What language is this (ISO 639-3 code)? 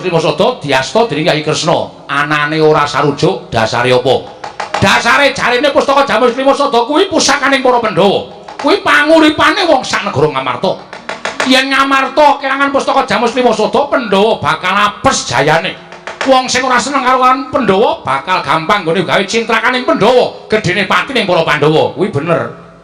jav